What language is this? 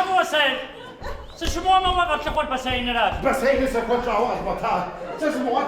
Kabardian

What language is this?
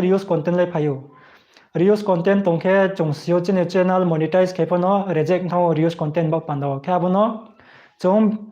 Riang (India)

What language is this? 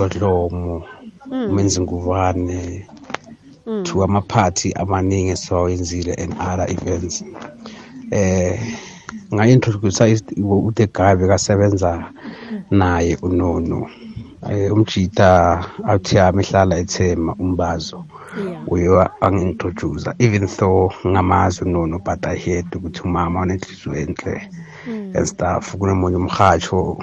South Ndebele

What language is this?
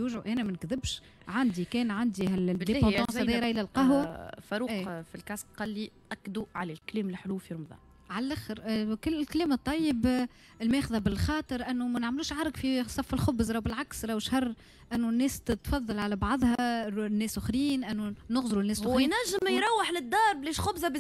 Tunisian Arabic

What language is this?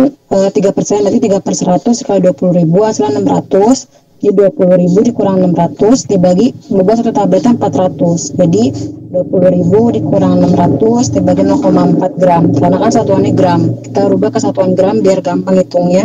Indonesian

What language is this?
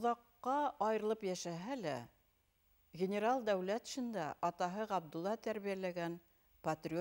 Bashkir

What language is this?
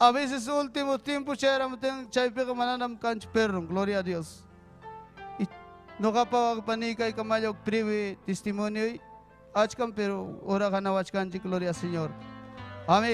Ayacucho Quechua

